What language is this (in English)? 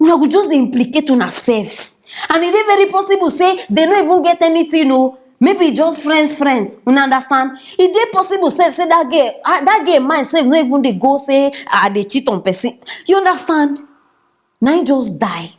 Nigerian Pidgin